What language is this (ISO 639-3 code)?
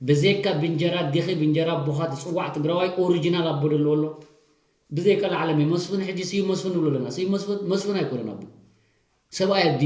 tir